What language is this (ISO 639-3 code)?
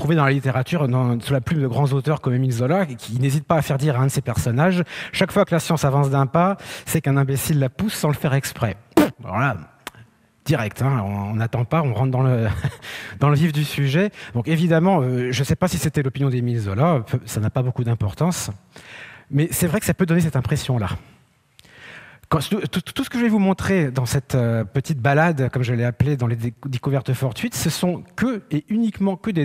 fra